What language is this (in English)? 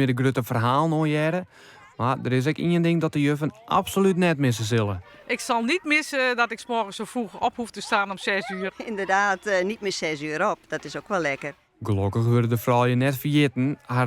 Western Frisian